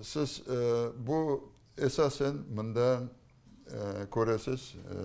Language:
Crimean Tatar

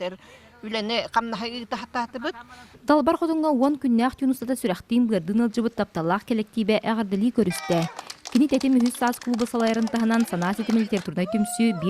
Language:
Yakut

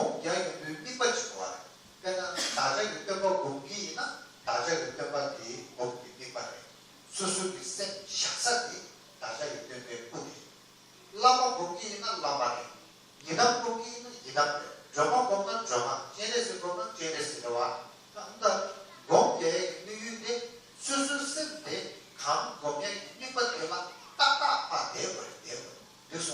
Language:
Tibetan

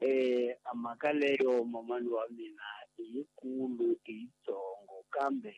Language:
Tsonga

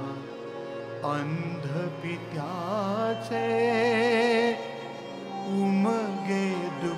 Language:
Marathi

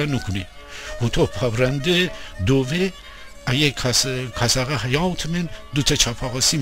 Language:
Gilaki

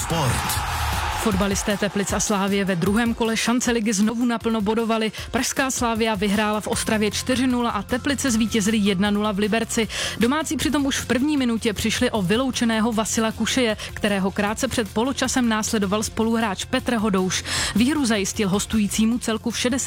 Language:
Czech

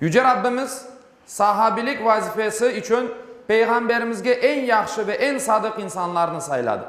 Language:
Crimean Tatar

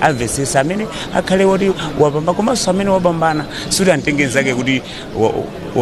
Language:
Nyanja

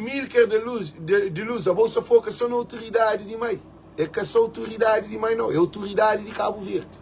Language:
Kabuverdianu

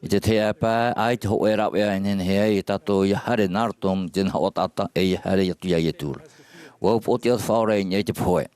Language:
Tahitian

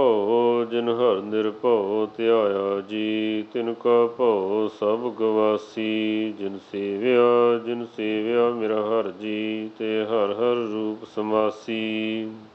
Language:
Punjabi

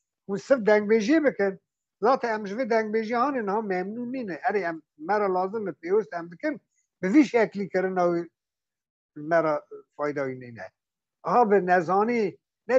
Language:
Kurdish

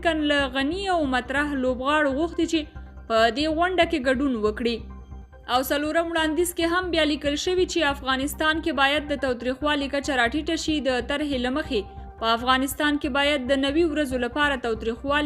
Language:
Pashto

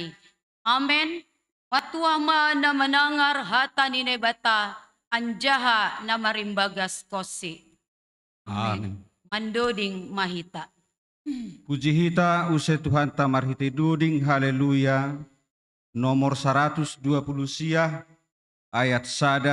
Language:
Batak Simalungun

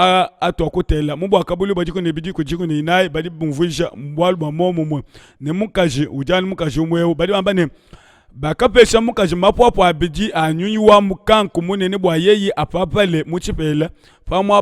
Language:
Luba-Lulua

